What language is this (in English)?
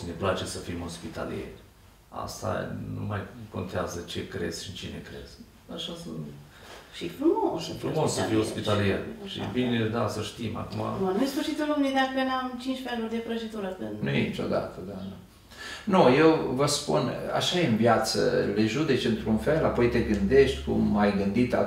Romanian